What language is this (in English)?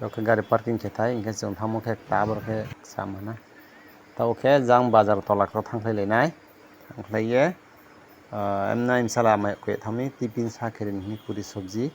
Riang (India)